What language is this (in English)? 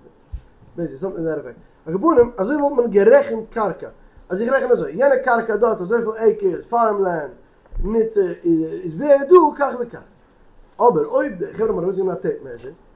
Yiddish